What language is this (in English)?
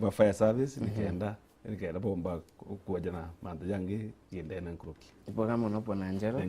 Meru